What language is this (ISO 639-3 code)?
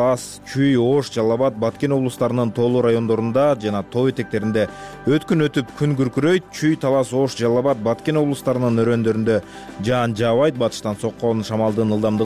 kir